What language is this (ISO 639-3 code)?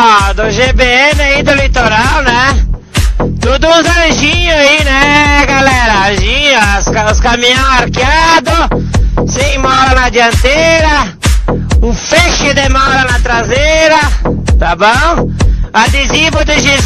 por